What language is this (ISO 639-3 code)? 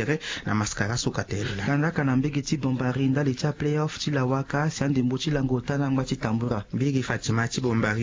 sag